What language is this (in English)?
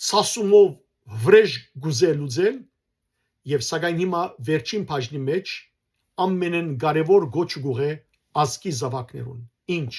Western Armenian